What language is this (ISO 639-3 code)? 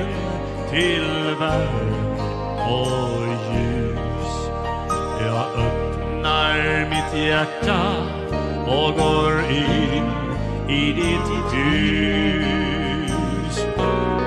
swe